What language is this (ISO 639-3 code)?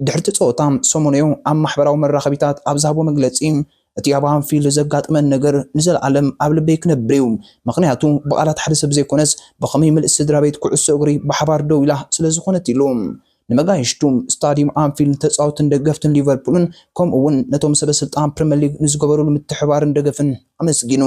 tir